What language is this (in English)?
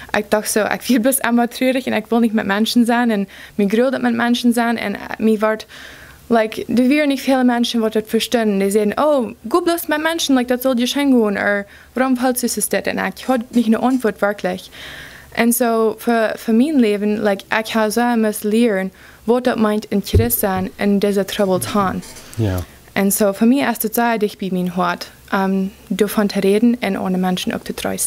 Plautdietsch